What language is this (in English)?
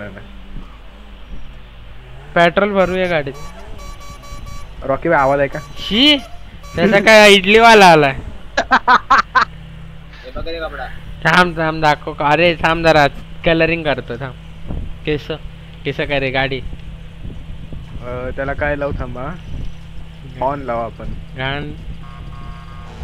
Marathi